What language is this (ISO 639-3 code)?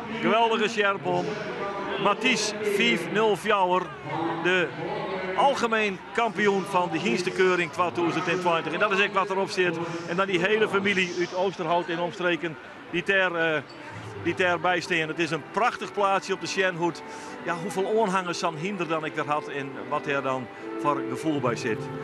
fry